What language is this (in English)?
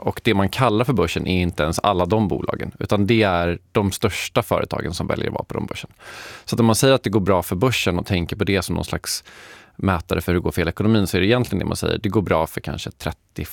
Swedish